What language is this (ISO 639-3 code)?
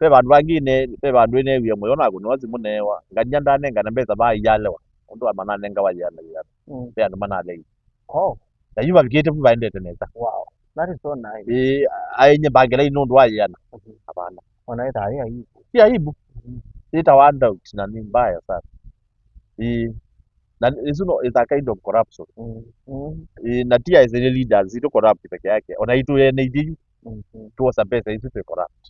kam